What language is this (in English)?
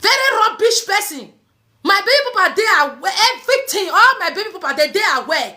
Nigerian Pidgin